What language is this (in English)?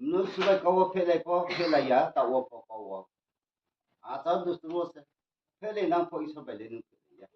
Riang (India)